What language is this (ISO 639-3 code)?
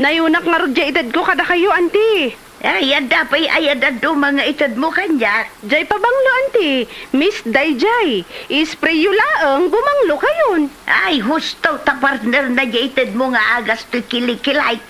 ilo